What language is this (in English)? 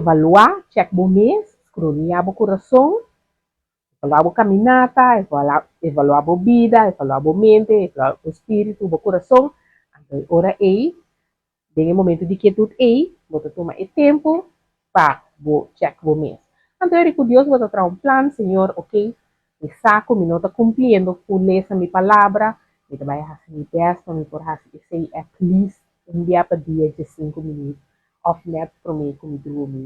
Papiamento